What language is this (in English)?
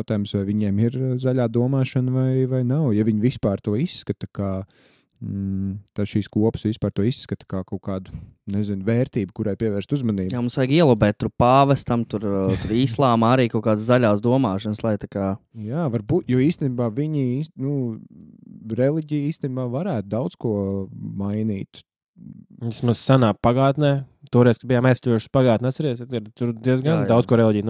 Latvian